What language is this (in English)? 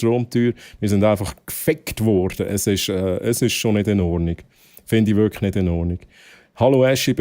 Swiss German